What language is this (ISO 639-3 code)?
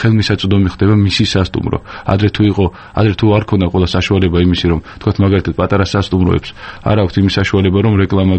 kat